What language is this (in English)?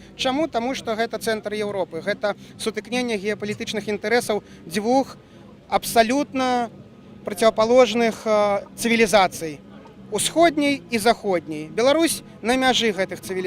Belarusian